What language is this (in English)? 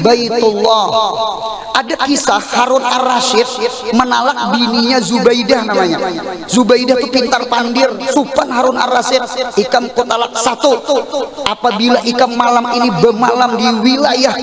Banjar